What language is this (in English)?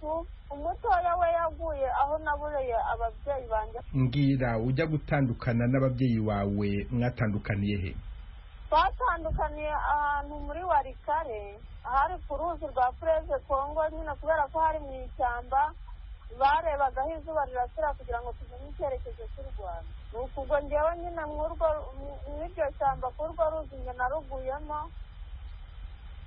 Kinyarwanda